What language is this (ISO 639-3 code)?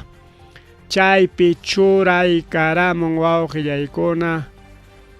quy